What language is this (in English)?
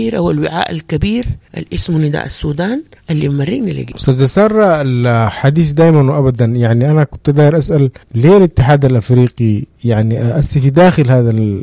Sudanese Arabic